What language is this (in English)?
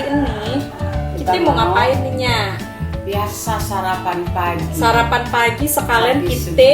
Betawi